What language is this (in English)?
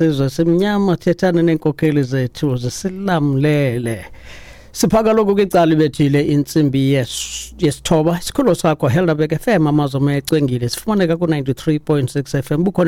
Xhosa